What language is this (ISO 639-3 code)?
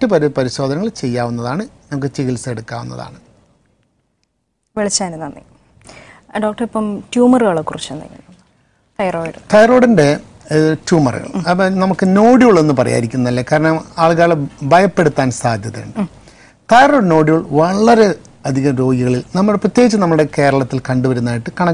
mal